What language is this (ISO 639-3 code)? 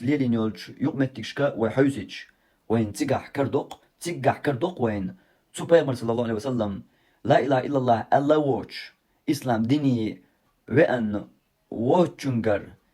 che